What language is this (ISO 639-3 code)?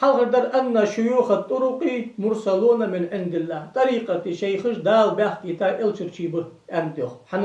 inh